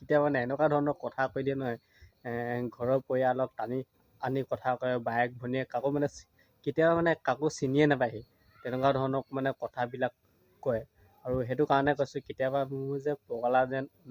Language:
Assamese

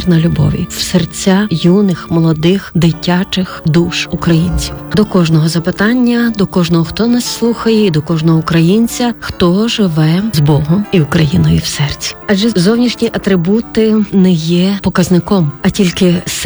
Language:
Ukrainian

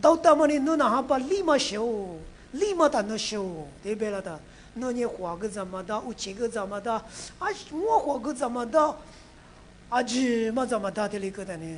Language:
Lisu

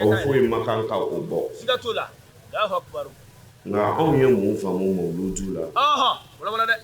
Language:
Bambara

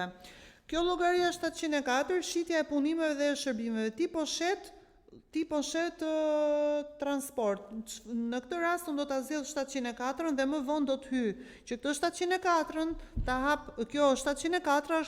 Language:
Albanian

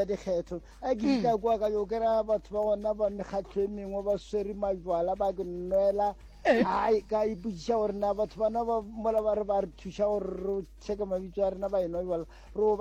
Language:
Northern Sotho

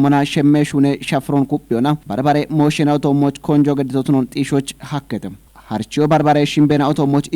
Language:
Kafa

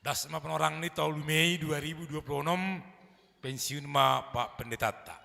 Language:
Batak Simalungun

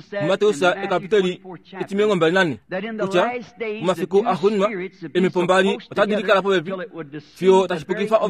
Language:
Kuanyama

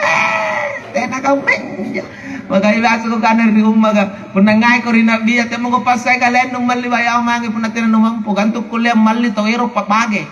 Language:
Makasar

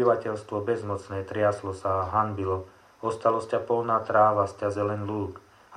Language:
Slovak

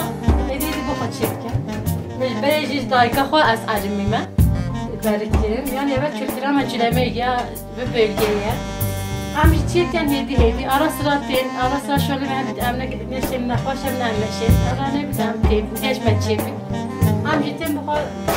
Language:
Kurdish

